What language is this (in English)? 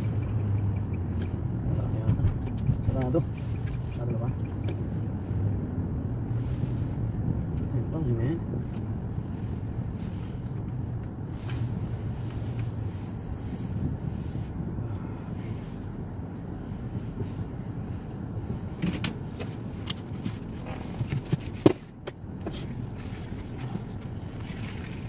Filipino